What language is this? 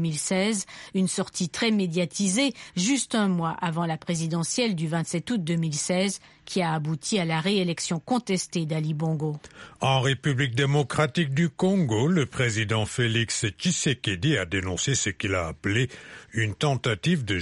French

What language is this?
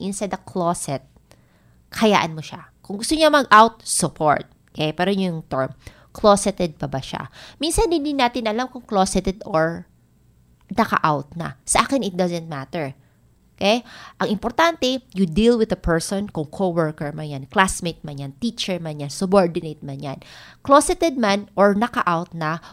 Filipino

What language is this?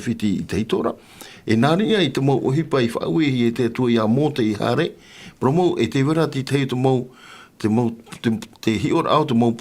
Tahitian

